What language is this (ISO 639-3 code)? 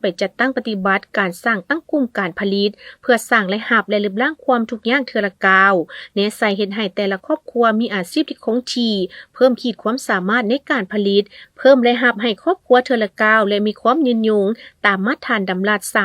lao